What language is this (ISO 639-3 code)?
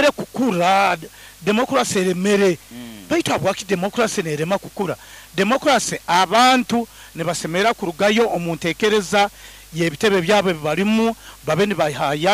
nyo